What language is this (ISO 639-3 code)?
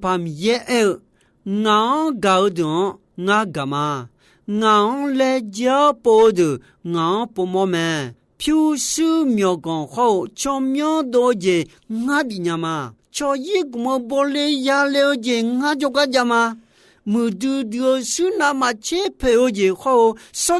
ahk